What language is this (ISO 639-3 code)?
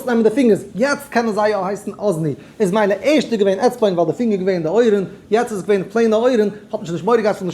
yid